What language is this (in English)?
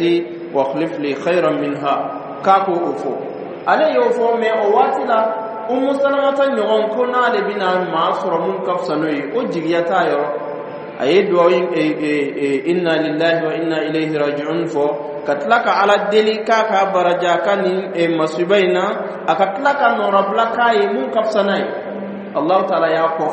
Dyula